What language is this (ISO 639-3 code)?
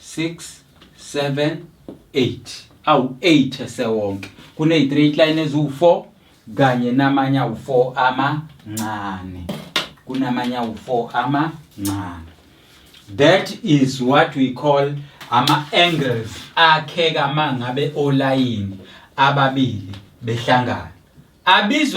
zul